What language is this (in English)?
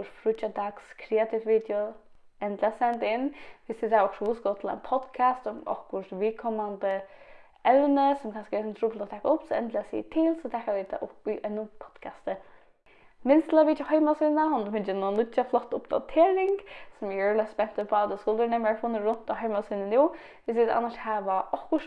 Faroese